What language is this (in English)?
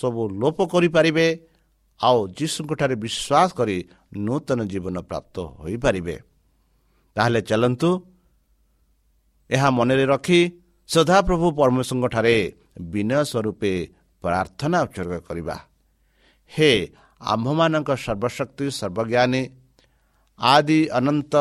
Odia